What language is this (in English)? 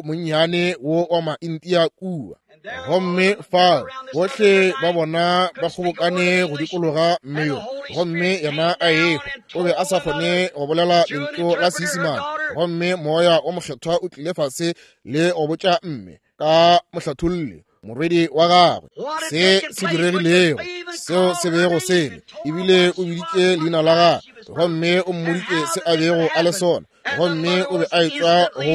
Northern Sotho